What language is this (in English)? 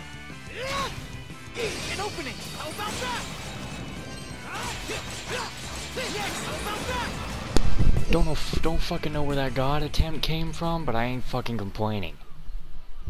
English